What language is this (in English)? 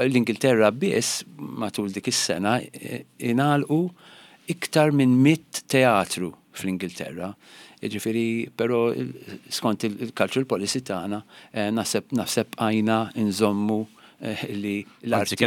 Maltese